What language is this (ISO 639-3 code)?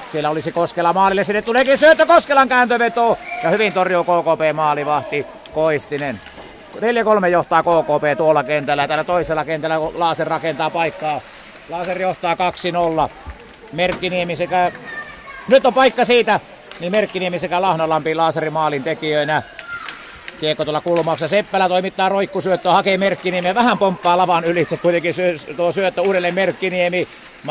fin